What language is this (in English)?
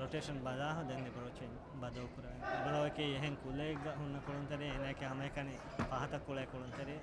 Divehi